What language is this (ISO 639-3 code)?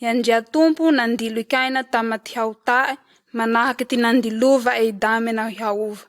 mlg